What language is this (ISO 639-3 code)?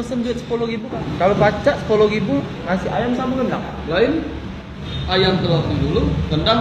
mui